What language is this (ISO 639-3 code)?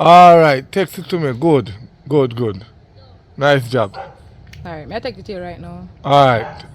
jam